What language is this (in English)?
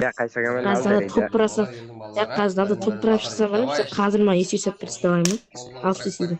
Kara-Kalpak